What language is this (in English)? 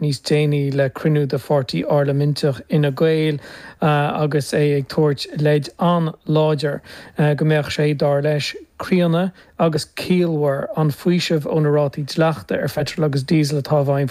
Irish